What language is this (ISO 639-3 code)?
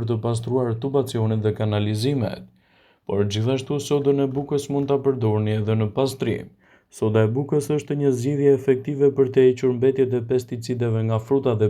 sqi